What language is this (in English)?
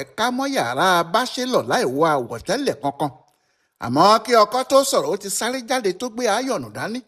Yoruba